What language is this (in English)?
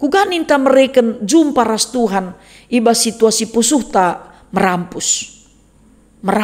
Batak Karo